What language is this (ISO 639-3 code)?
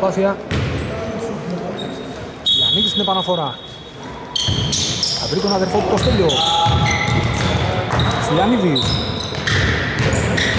ell